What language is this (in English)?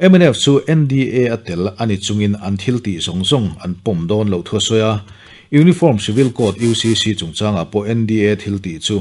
Mizo